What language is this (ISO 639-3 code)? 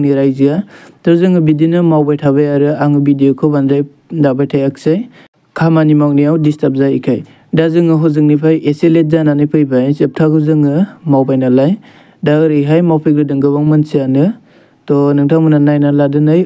brx